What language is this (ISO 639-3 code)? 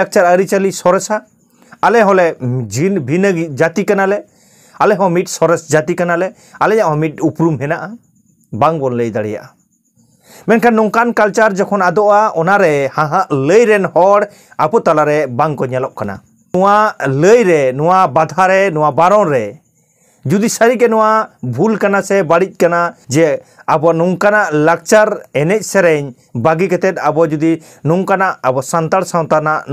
sat